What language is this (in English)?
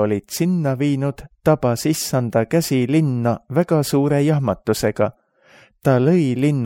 Estonian